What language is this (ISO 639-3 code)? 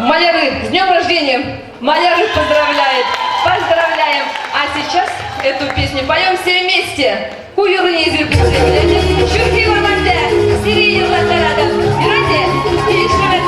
chv